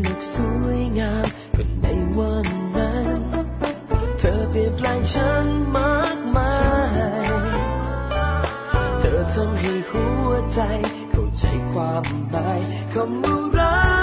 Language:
Thai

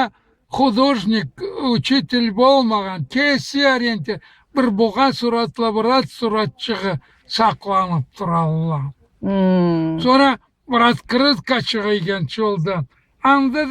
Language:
Karachay-Balkar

